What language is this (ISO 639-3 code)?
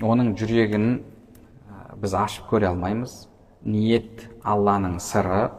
kaz